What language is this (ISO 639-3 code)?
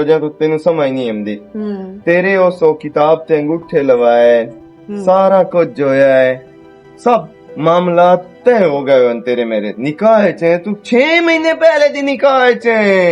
lah